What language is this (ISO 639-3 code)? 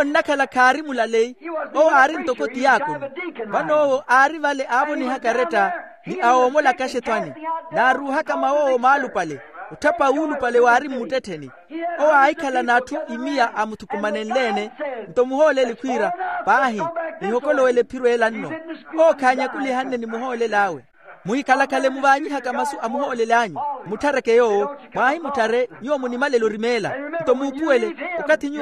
vmw